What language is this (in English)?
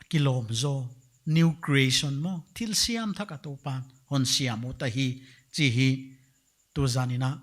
Paite Chin